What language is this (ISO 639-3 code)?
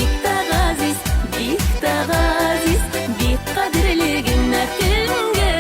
bak